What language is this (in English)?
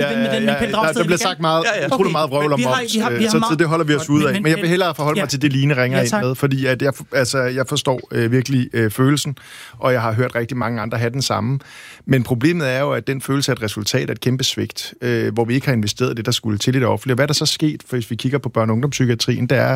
Danish